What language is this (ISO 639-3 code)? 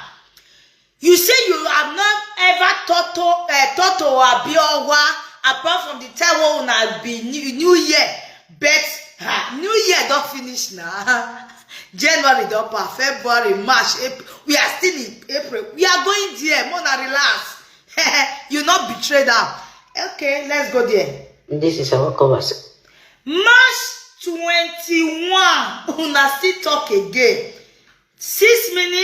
pcm